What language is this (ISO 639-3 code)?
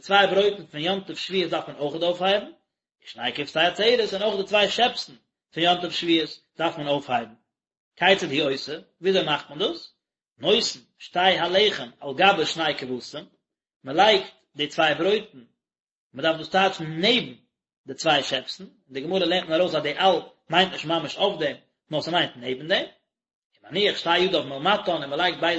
yid